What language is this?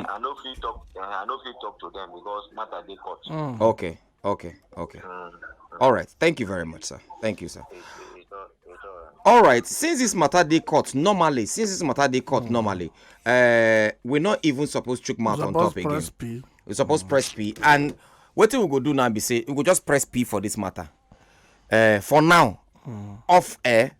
Nigerian Pidgin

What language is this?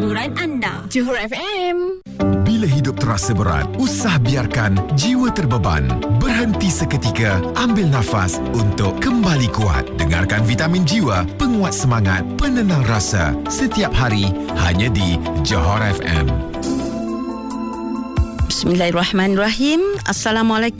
Malay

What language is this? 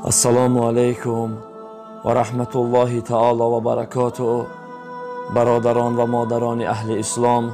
Tajik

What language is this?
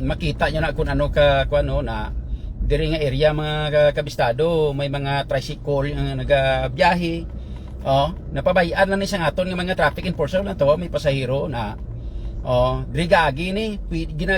Hiligaynon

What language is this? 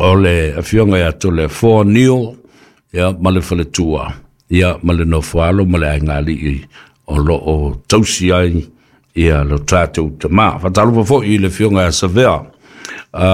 Samoan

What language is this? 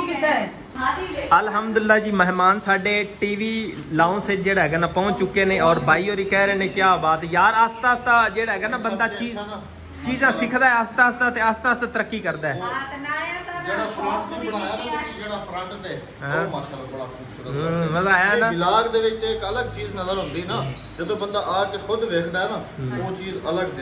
Punjabi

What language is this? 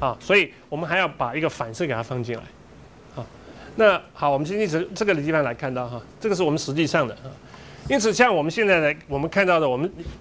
Chinese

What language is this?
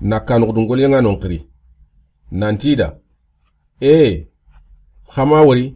Soninke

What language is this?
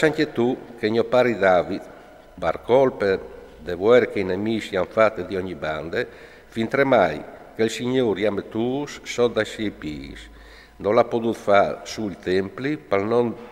Friulian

